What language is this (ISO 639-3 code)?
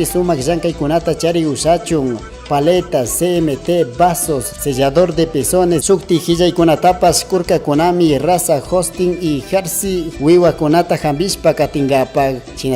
qug